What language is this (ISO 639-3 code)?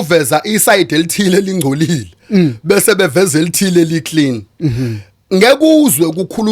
zul